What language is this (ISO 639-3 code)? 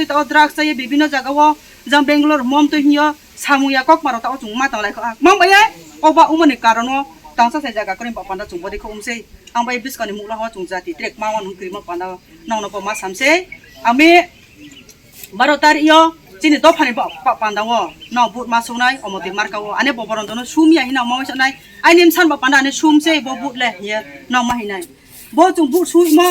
ria